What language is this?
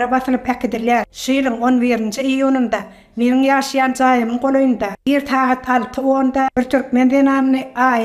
Turkmen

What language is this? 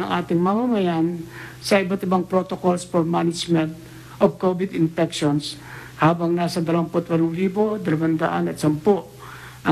Filipino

